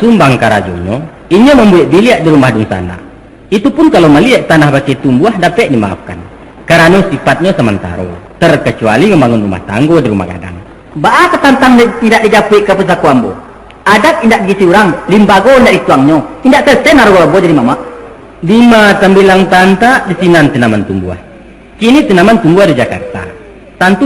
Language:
Minangkabau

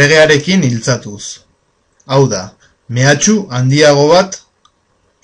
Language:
Basque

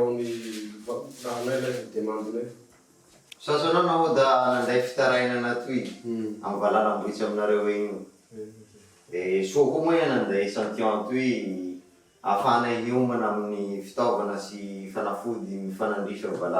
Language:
Malagasy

